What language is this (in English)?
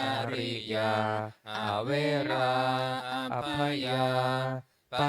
Pali